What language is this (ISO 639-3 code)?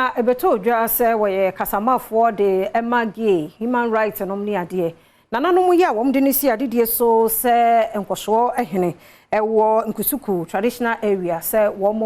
aka